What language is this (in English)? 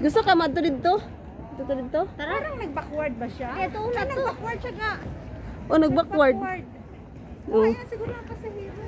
Cebuano